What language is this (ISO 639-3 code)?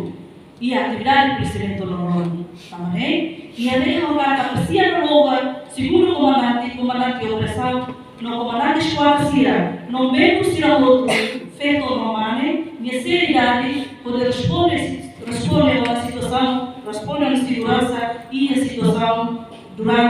tet